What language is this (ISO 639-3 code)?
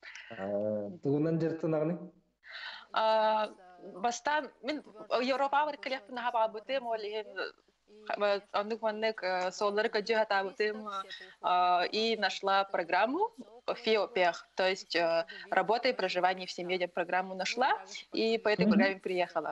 sah